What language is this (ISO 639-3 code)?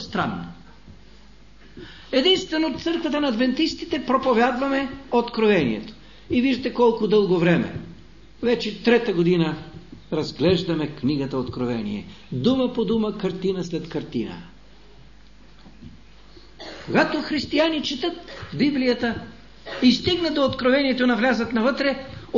bul